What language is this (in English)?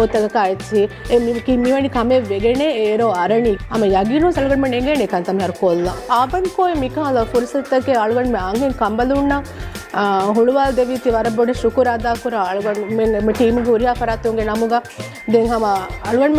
Divehi